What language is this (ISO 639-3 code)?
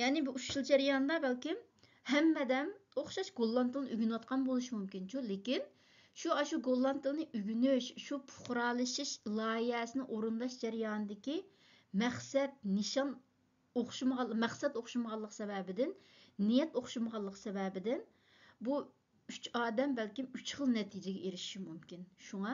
uig